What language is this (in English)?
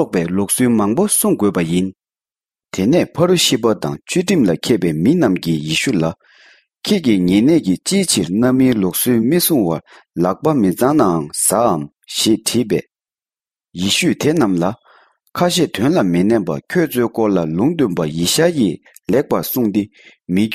Tibetan